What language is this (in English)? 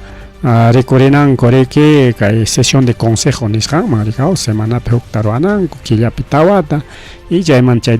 Ayacucho Quechua